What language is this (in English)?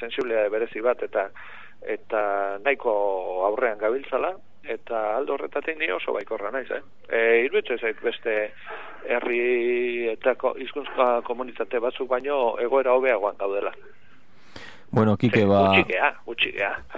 Basque